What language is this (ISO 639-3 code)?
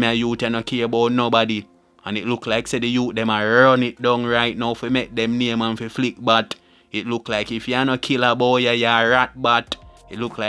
jam